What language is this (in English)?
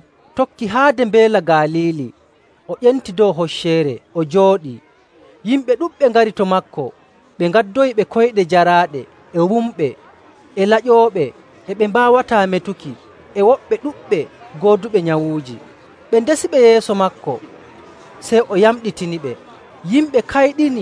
Nigerian Fulfulde